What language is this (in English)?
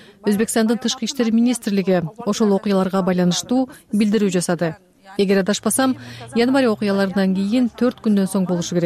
Kyrgyz